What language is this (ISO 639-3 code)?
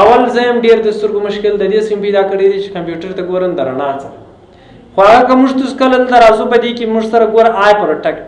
pus